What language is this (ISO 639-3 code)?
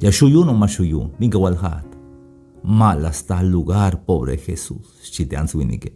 tzh